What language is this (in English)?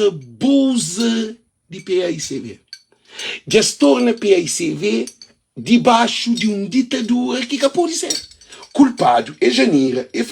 Kabuverdianu